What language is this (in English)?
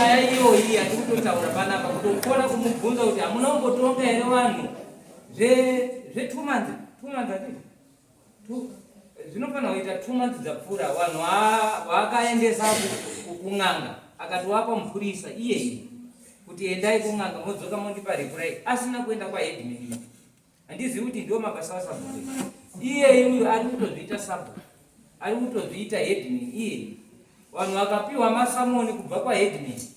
Shona